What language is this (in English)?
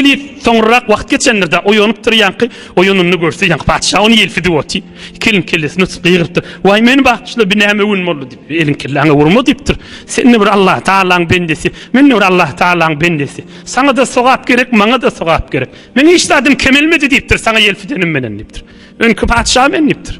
Turkmen